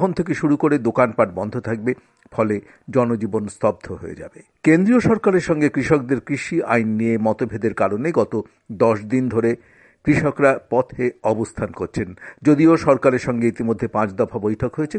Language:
Bangla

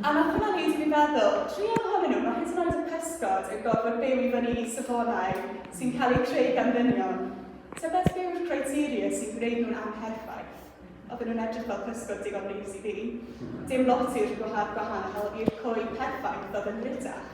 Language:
Welsh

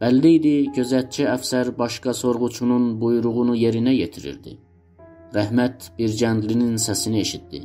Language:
South Azerbaijani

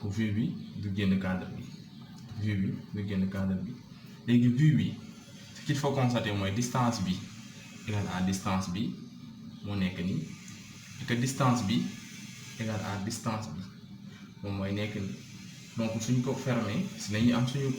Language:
Wolof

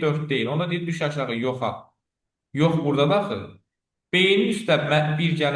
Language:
Azerbaijani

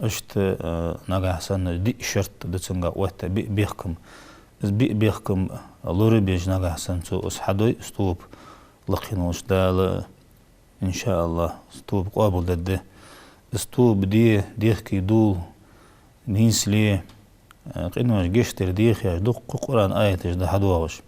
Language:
Ingush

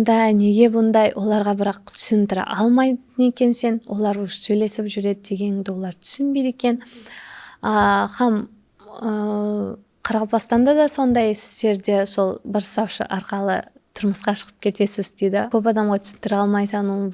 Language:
Kara-Kalpak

